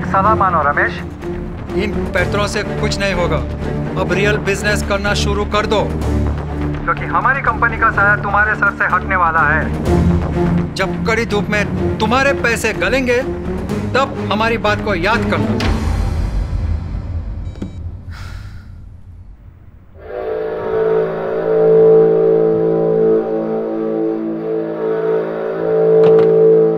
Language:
Hindi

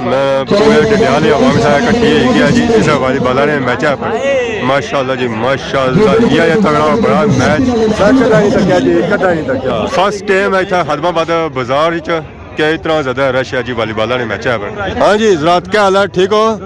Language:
Pahari-Potwari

